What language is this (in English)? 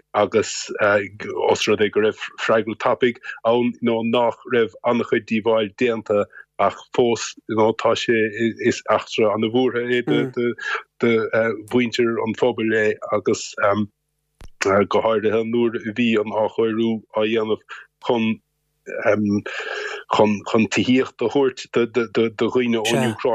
Irish